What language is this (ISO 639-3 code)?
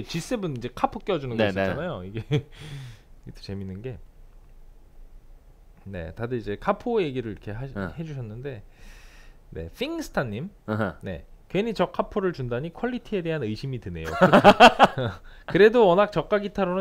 kor